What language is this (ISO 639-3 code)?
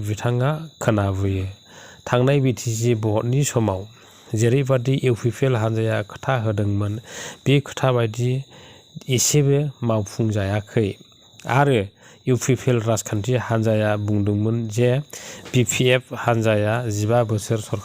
brx